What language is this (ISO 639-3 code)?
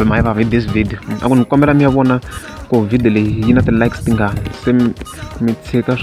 tso